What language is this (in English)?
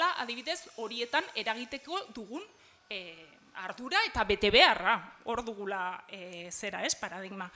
Basque